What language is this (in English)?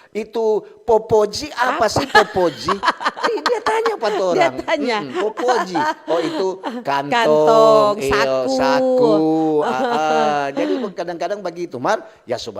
Manado Malay